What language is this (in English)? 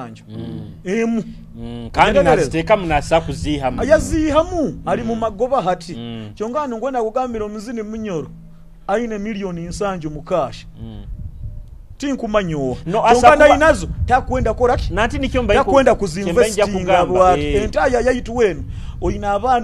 Nyoro